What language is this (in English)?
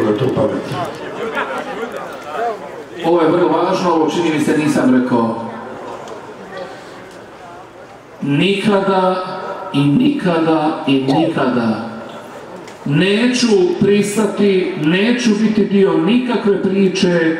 Bosnian